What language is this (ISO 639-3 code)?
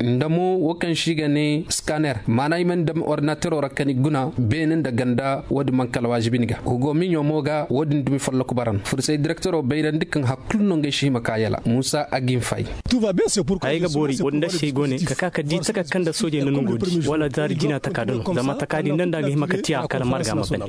ses